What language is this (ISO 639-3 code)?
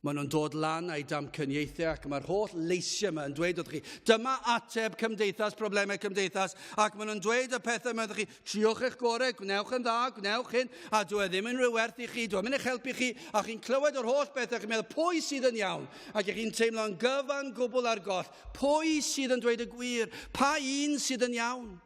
cym